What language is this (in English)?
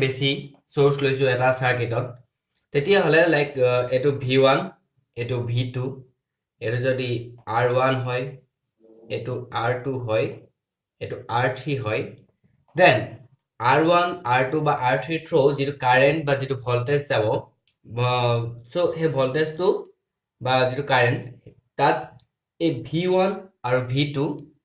Assamese